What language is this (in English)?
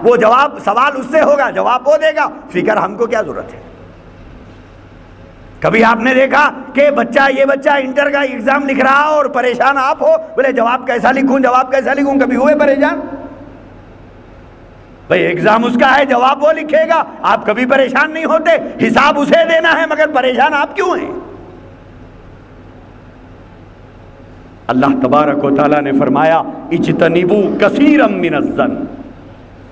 Urdu